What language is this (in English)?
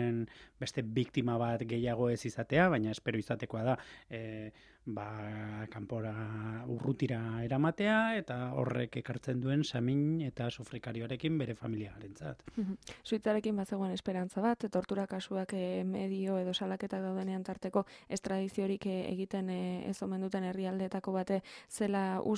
Basque